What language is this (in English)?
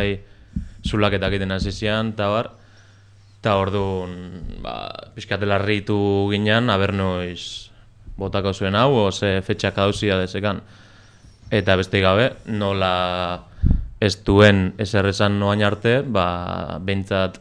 Basque